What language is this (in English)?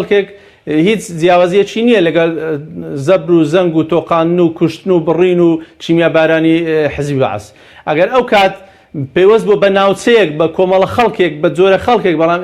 Central Kurdish